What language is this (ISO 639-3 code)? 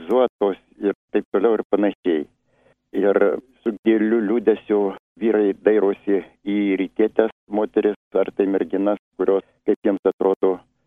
lit